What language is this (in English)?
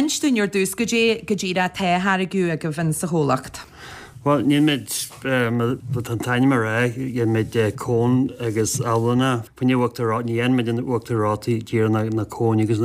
Irish